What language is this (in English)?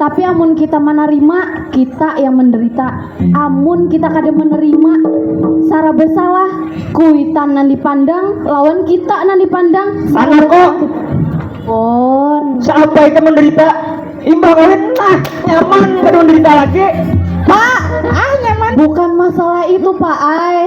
Banjar